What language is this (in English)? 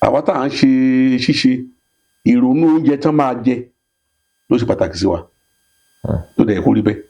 Yoruba